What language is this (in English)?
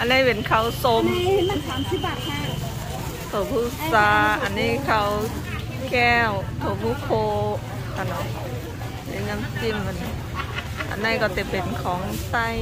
Shan